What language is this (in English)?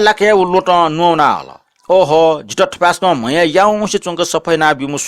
Newari